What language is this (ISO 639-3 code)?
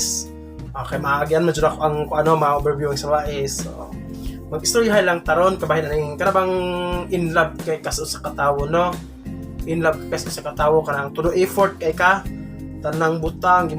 ceb